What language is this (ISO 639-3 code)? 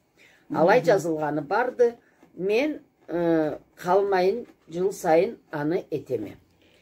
krc